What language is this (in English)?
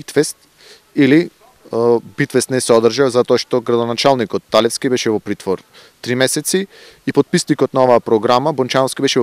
Macedonian